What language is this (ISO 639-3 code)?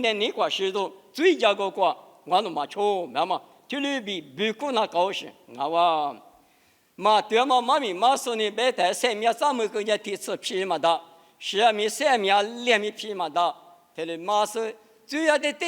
lis